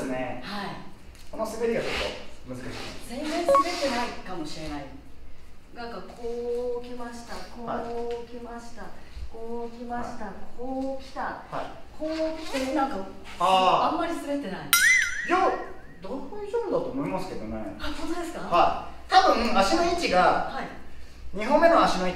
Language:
Japanese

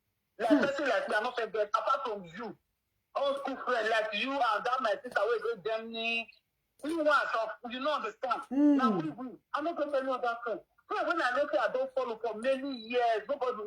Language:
Nigerian Pidgin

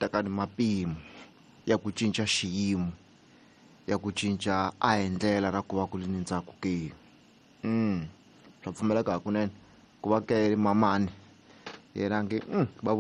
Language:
Tsonga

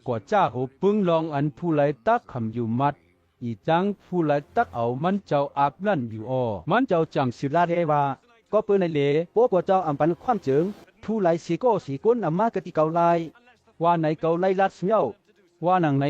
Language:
Shan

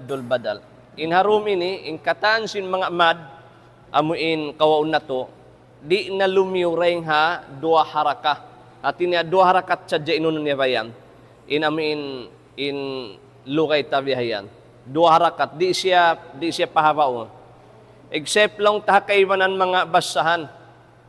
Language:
Tausug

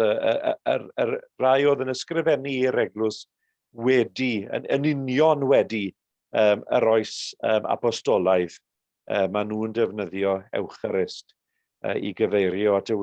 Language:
Welsh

